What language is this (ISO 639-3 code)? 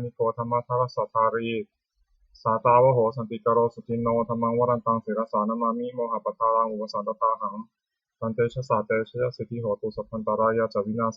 pli